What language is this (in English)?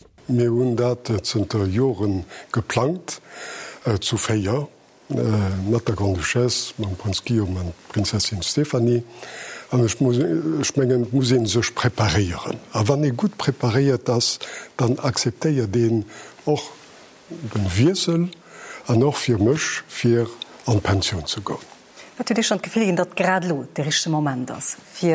Luxembourgish